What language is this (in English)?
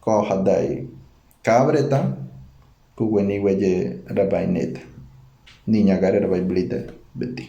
Ngäbere